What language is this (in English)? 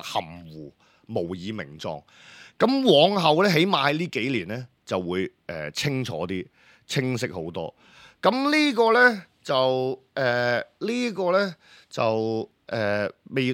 Cantonese